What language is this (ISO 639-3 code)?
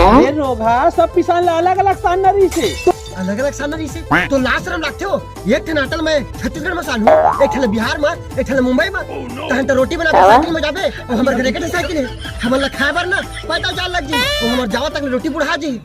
hne